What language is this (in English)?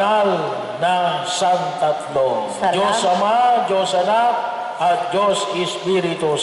Filipino